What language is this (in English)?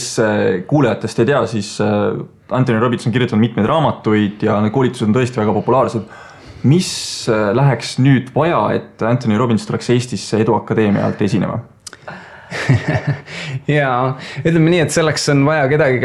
Estonian